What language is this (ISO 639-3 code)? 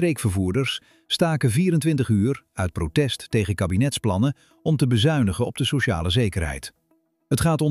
nld